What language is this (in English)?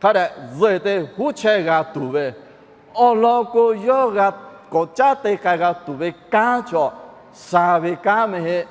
Lahu